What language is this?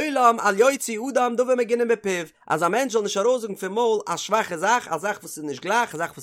Yiddish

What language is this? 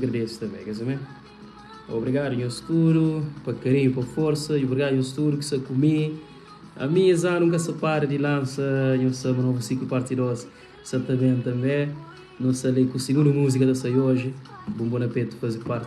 Kabuverdianu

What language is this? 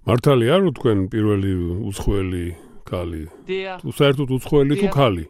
Georgian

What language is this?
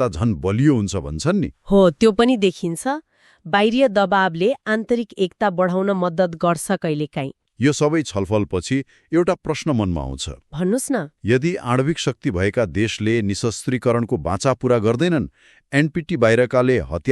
Nepali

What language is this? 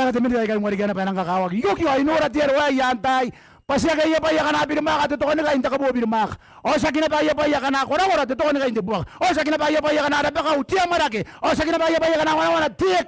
Gilbertese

